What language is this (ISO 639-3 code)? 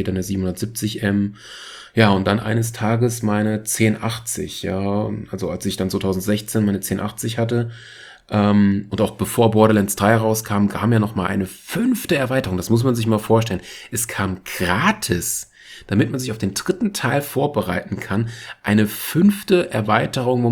deu